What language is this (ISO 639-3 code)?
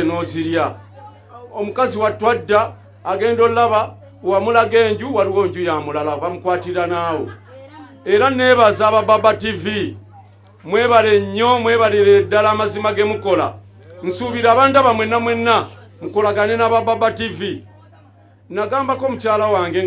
lug